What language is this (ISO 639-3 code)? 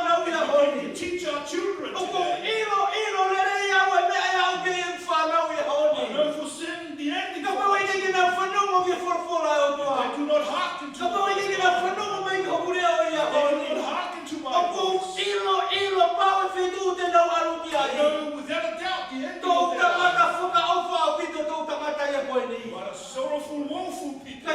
ton